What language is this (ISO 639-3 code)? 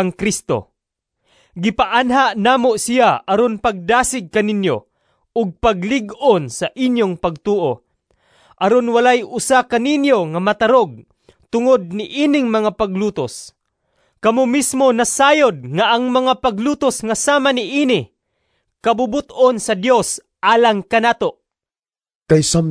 ceb